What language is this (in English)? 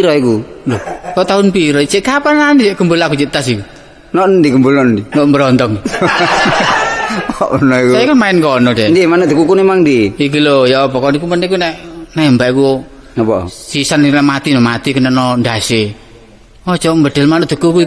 Javanese